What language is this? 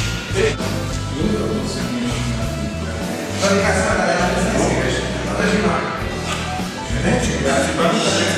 Slovak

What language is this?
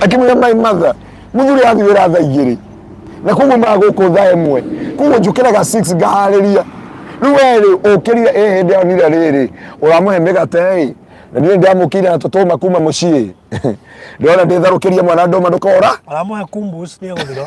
Kikuyu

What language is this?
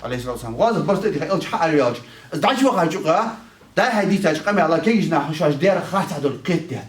Ingush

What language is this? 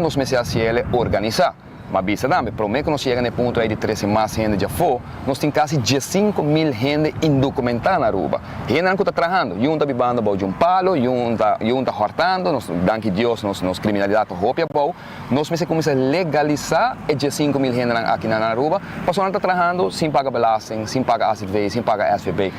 Papiamento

